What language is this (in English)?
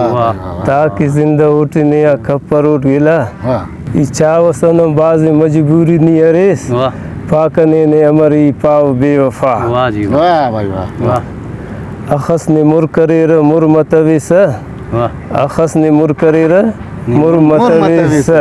Brahui